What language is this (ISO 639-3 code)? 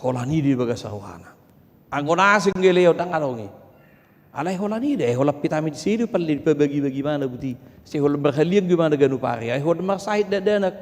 bbc